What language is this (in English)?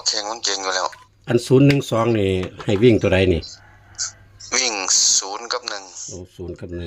Northeastern Thai